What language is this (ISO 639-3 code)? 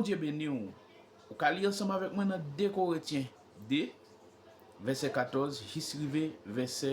hat